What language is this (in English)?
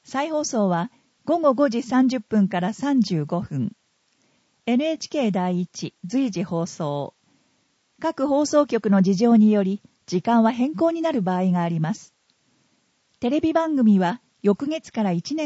Japanese